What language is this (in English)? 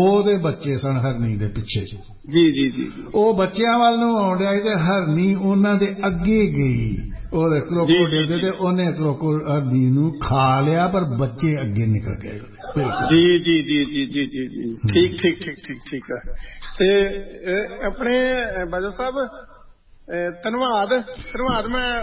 Punjabi